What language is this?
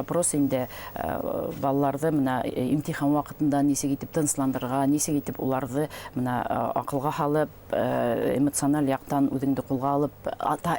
Bashkir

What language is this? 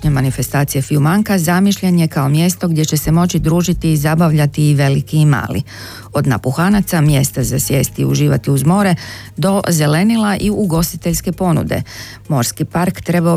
Croatian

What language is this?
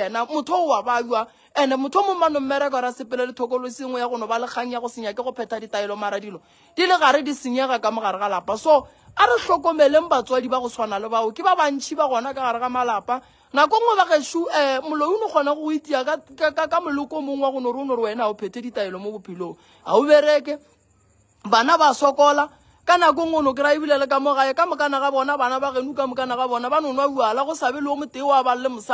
Northern Sotho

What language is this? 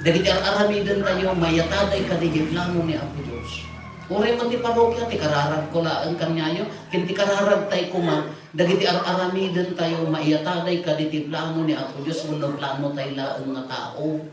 Iloko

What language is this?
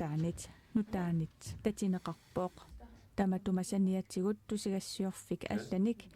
Kalaallisut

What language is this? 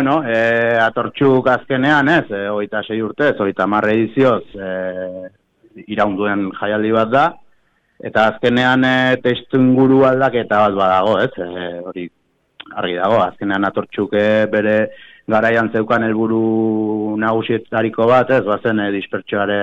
Basque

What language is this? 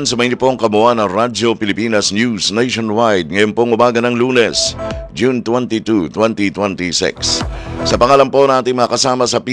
Filipino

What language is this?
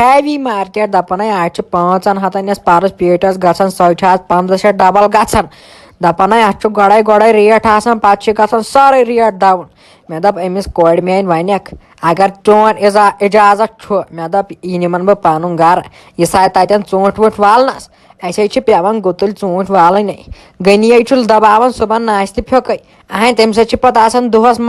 Kashmiri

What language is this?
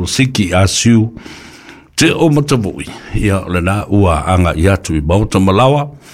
Samoan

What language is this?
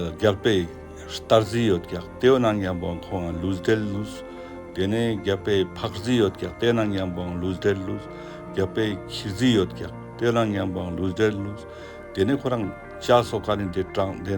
Ladakhi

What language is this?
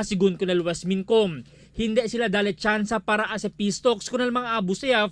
Chavacano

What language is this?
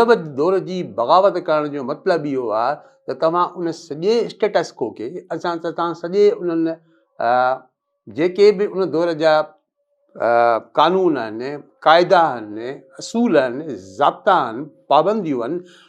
Sindhi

